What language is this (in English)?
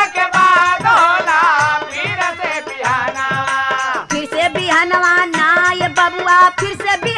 Bhojpuri